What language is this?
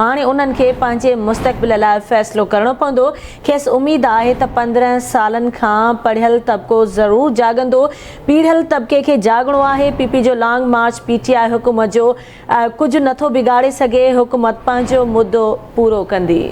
Sindhi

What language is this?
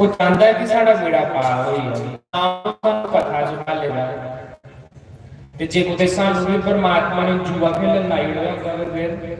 Dogri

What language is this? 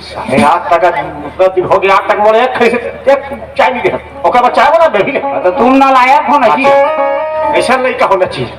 Chhattisgarhi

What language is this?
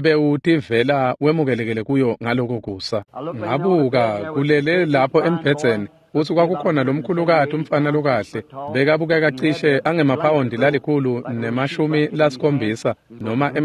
Swati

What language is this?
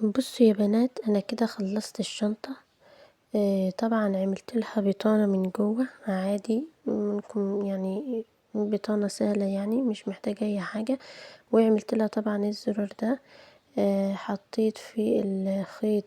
Egyptian Arabic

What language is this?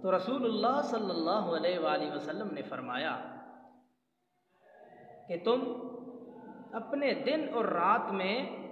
Urdu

